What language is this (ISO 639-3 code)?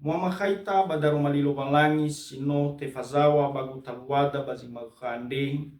nia